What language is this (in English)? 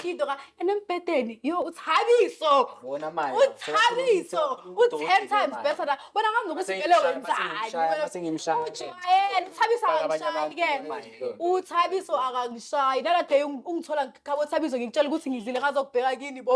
Zulu